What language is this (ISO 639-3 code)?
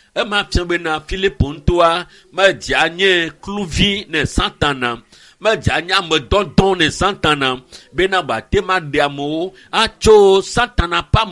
ewe